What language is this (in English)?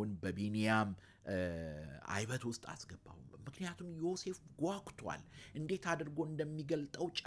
Amharic